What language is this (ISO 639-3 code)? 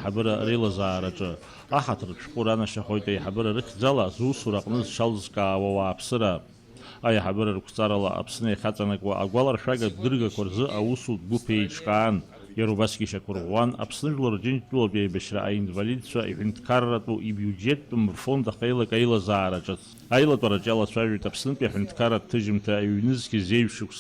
abk